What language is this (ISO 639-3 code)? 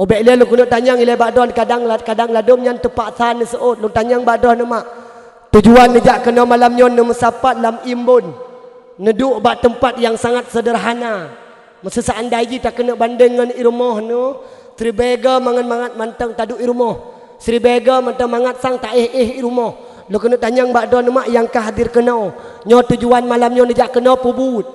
ace